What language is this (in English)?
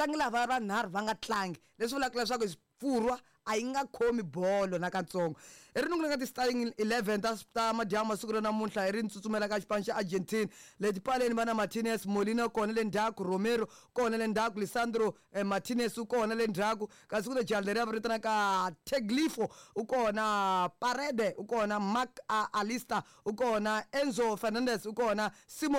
Tsonga